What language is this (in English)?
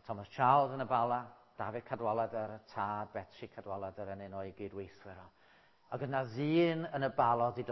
Welsh